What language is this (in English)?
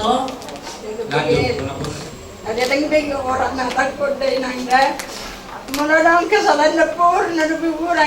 Batak Toba